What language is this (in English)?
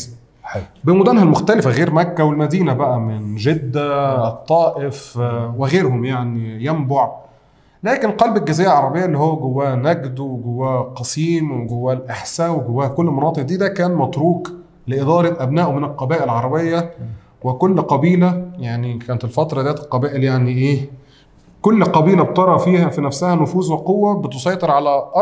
Egyptian Arabic